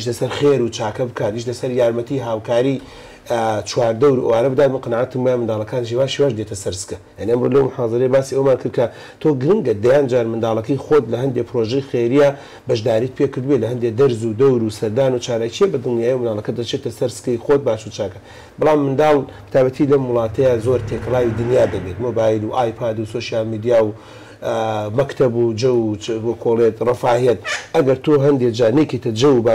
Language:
Central Kurdish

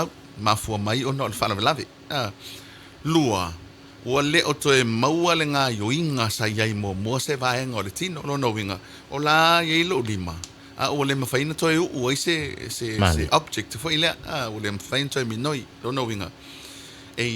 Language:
Samoan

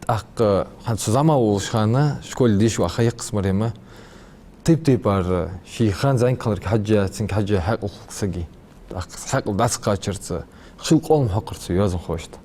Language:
Ingush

